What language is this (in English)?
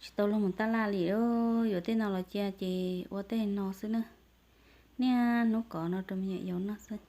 Hmong